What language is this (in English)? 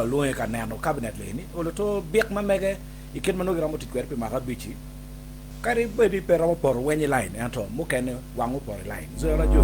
Acoli